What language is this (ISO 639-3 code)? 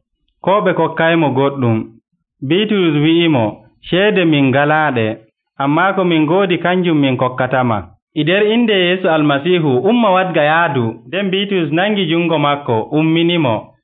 fuv